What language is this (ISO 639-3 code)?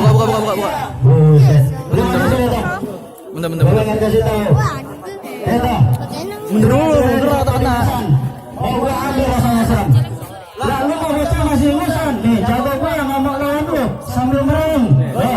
bew